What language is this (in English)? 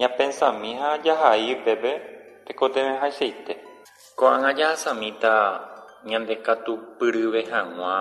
Guarani